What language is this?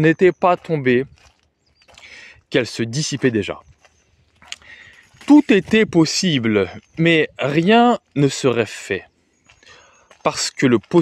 French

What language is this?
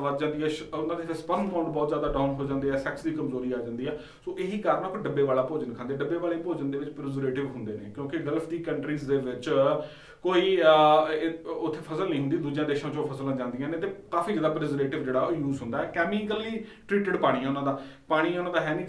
Punjabi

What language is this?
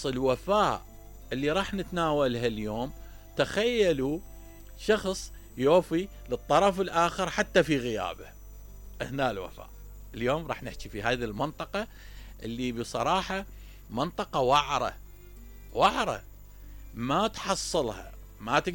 Mesopotamian Arabic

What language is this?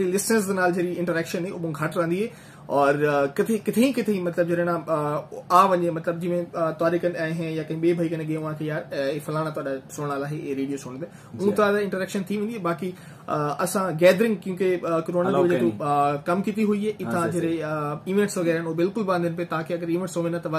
Saraiki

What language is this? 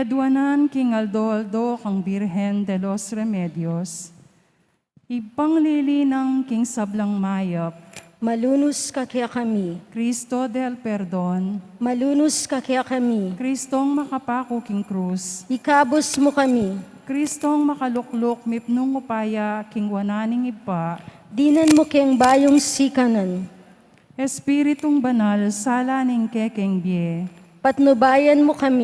Pampanga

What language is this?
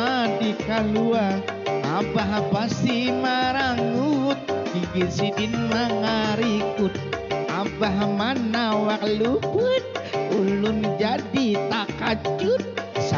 Banjar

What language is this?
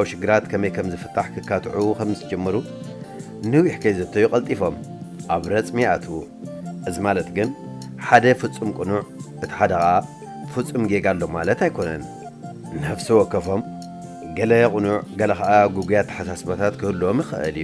Tigrinya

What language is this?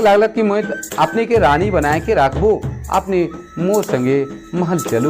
Sadri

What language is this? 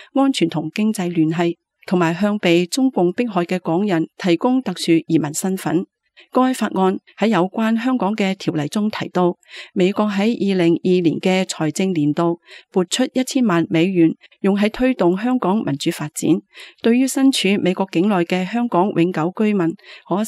Cantonese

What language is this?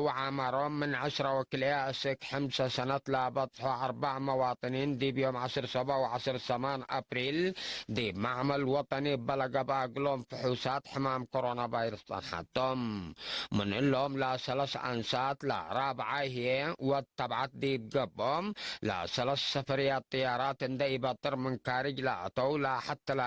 Tigre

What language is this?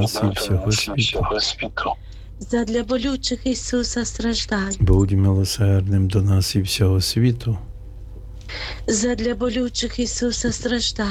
Ukrainian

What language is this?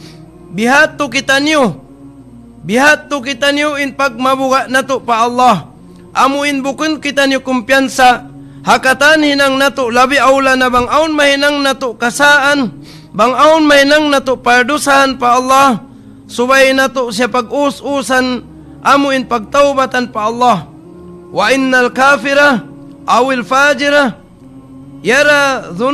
Tausug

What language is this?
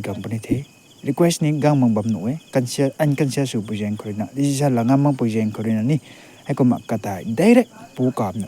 Rongmei Naga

